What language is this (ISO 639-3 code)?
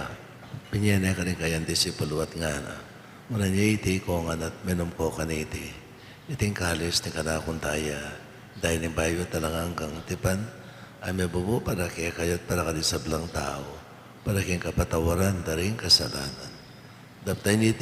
pam